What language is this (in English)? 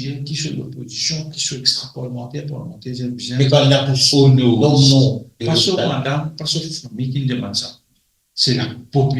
Morisyen